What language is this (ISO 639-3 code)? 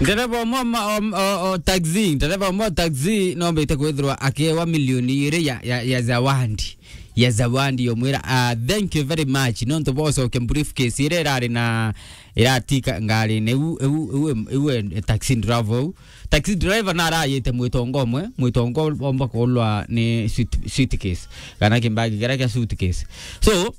mer